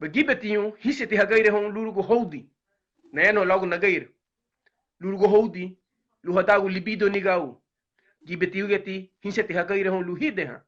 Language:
Garifuna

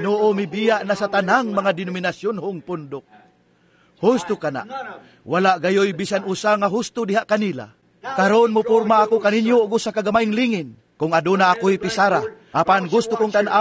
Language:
Cebuano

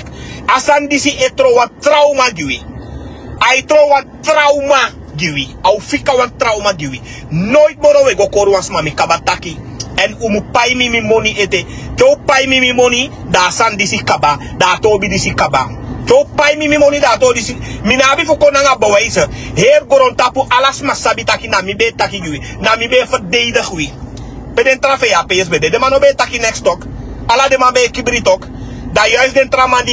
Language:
Sranan Tongo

